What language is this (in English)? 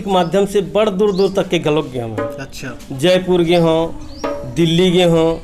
Chhattisgarhi